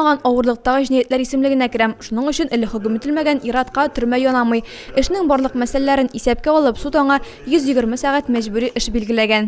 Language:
Tatar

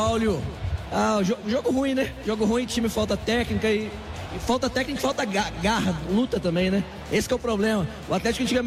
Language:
Portuguese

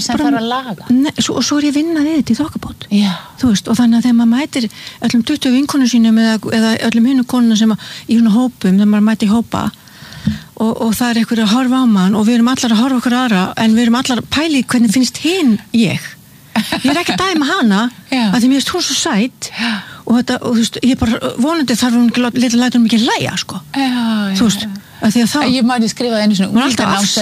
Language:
Icelandic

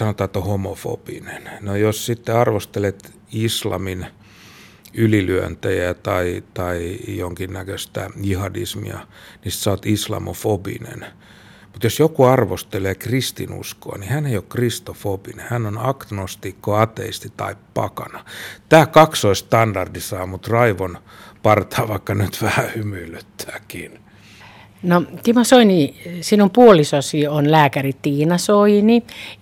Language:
Finnish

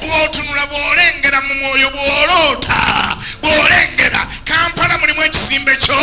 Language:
Ganda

